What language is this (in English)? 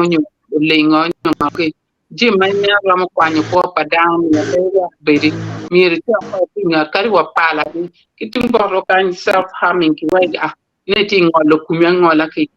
Acoli